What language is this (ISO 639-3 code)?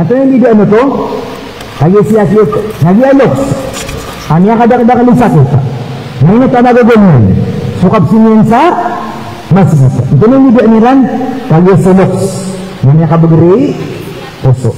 mrw